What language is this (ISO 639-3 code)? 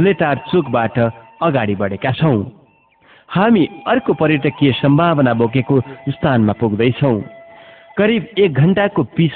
nep